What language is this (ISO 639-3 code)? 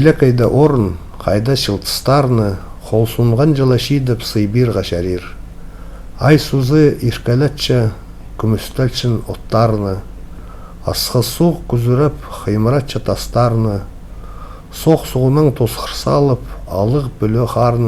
kjh